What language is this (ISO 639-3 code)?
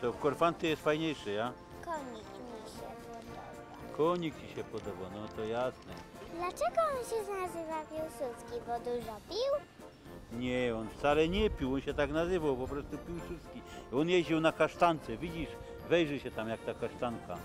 szl